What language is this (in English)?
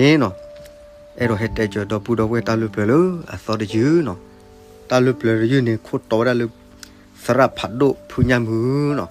S'gaw Karen